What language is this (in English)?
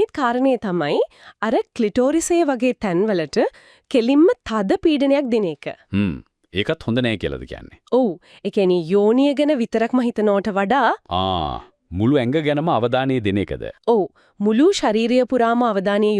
Sinhala